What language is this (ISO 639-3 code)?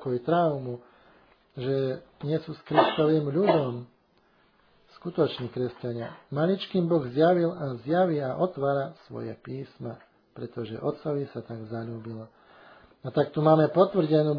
slk